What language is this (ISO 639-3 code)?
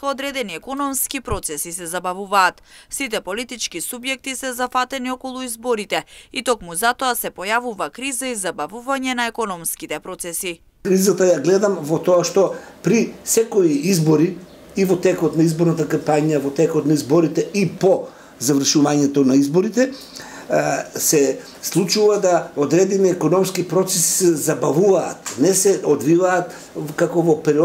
mkd